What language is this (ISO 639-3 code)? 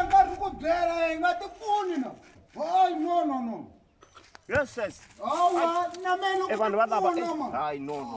tso